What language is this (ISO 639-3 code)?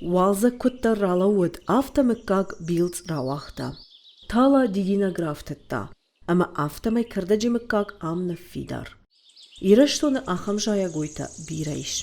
oss